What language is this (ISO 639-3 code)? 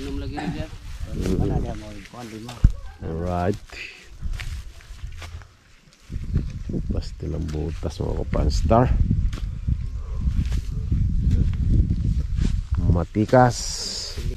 fil